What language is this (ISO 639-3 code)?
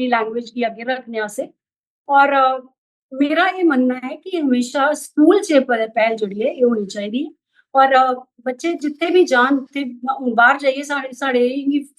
doi